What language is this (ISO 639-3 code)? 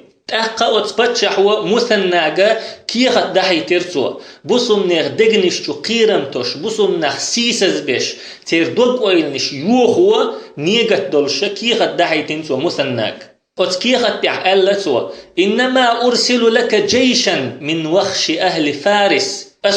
che